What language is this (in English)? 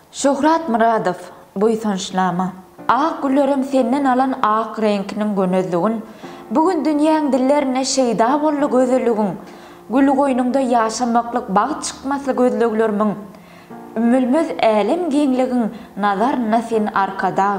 Turkmen